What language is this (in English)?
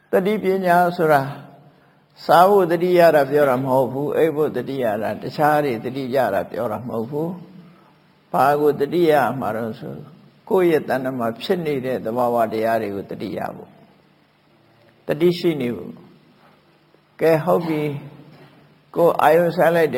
Burmese